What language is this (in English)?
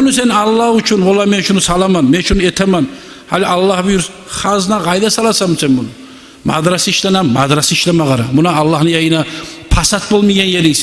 Kumyk